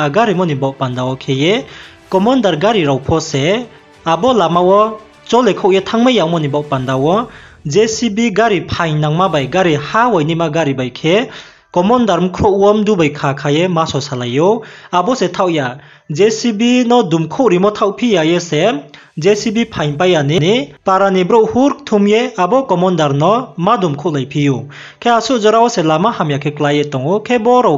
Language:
Riang (India)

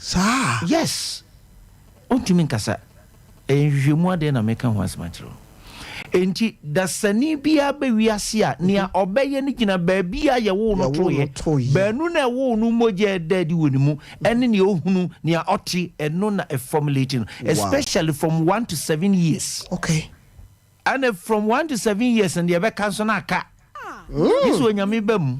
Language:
Akan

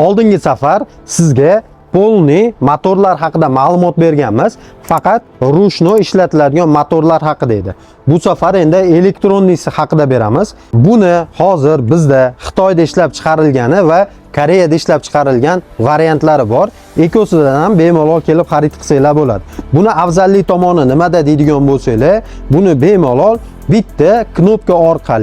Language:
Uzbek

